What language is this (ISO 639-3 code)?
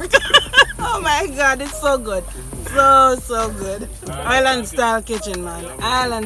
jam